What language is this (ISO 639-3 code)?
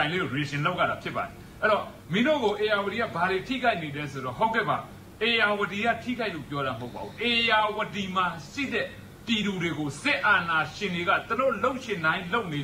mya